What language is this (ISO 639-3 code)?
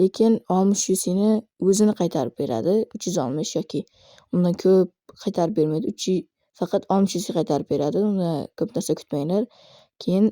uzb